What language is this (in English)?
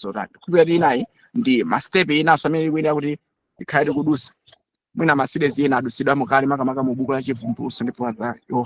Nyanja